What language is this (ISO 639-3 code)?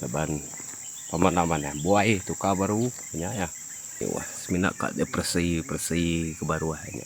iba